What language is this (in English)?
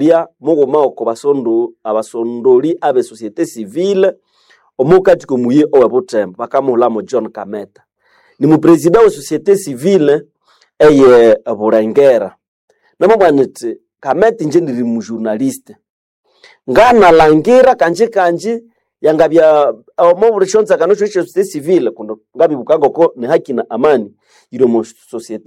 Nande